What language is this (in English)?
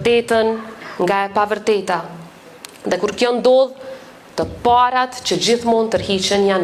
Albanian